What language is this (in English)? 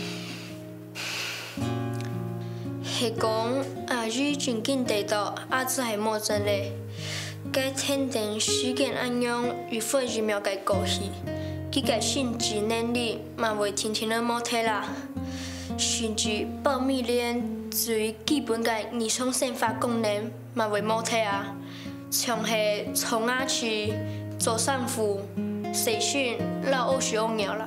Hakka Chinese